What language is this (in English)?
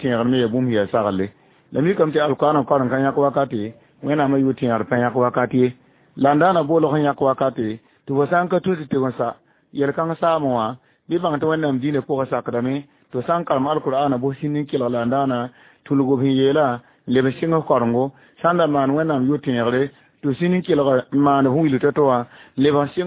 Mossi